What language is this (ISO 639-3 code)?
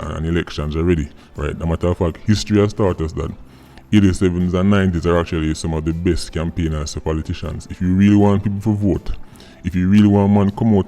jam